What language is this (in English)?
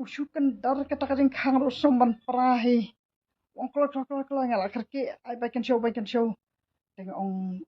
Khasi